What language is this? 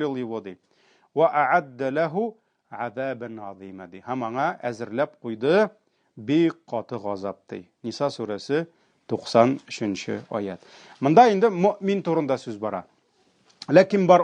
Tatar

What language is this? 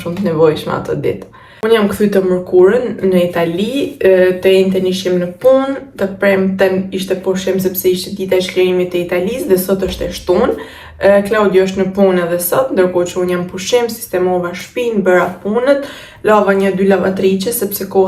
Albanian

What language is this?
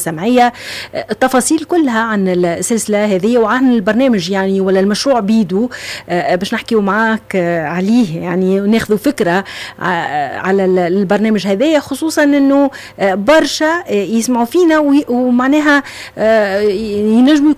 Tunisian Arabic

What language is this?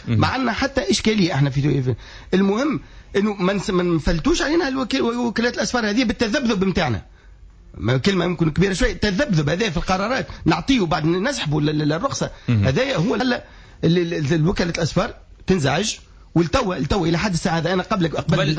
Tunisian Arabic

